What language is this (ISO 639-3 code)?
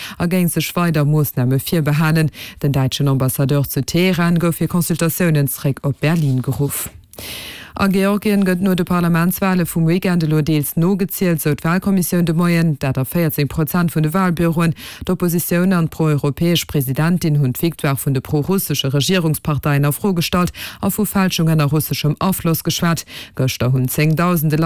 ltz